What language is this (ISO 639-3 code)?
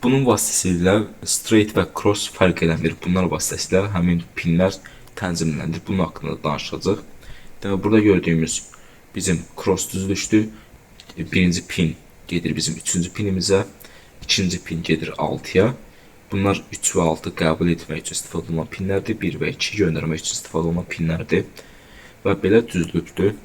aze